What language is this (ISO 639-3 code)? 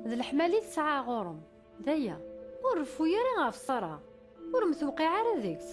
kab